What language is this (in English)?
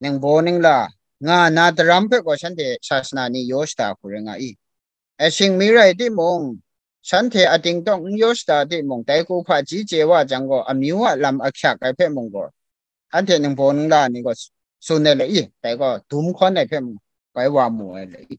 Kachin